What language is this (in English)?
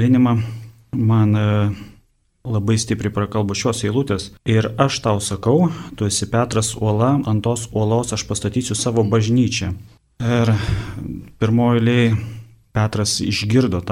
Lithuanian